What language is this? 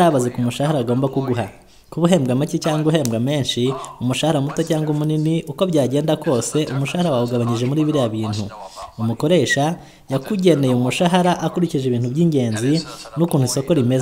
Kinyarwanda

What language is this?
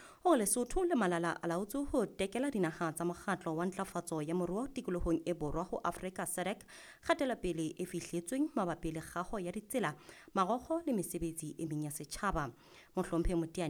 Southern Sotho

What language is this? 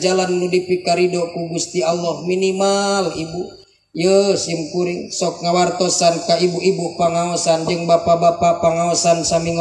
Sundanese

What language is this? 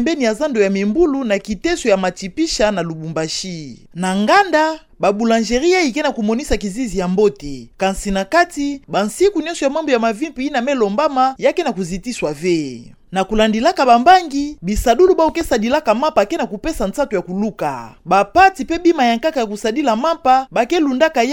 Kituba (Democratic Republic of Congo)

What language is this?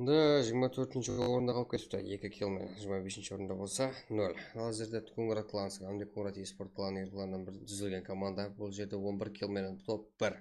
Kara-Kalpak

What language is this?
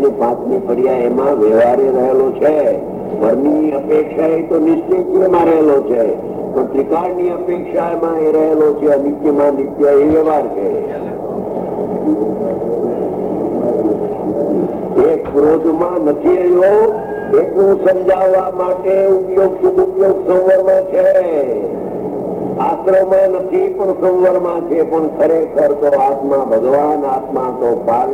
Gujarati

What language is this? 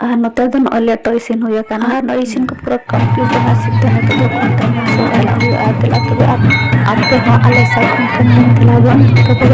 Santali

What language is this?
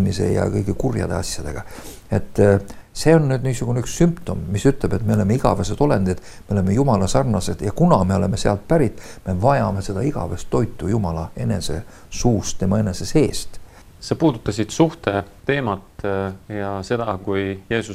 Estonian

